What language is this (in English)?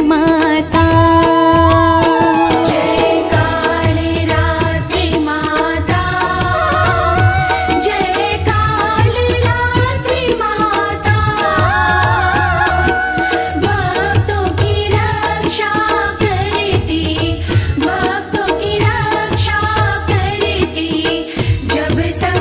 Hindi